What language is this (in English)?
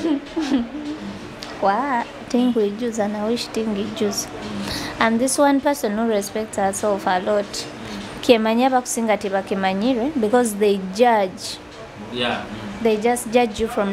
Nyoro